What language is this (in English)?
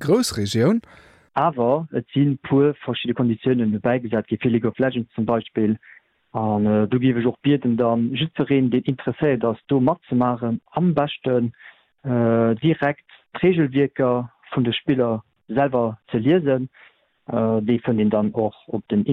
Luxembourgish